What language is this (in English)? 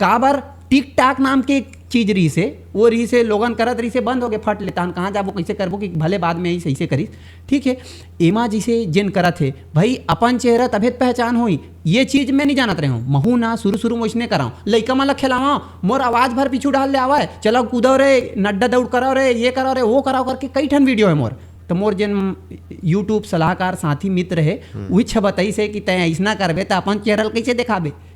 Chhattisgarhi